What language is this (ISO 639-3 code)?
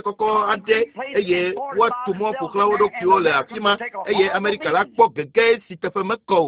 ewe